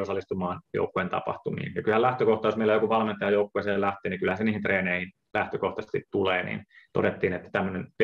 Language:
Finnish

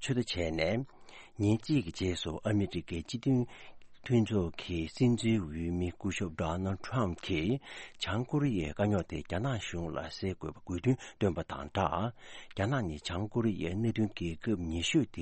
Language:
Tibetan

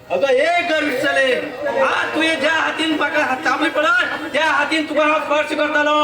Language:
Konkani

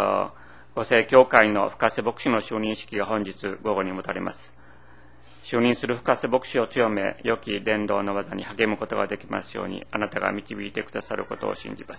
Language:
Japanese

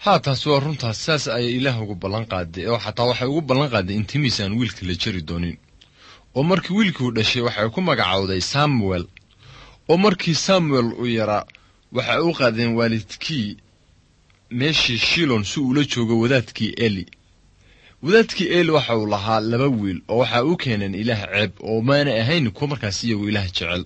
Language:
Somali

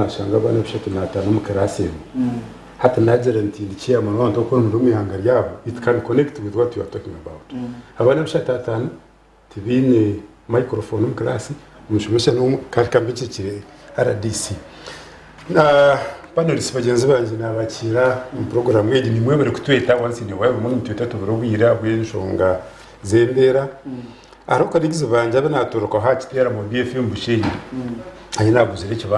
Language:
Nyankole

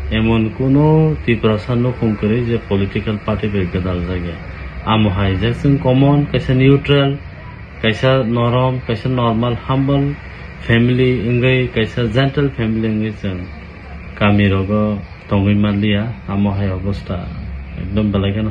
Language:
Kok Borok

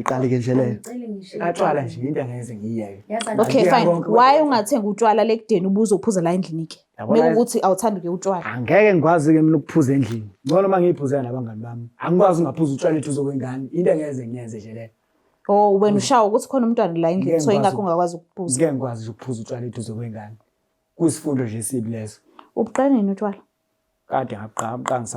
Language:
Zulu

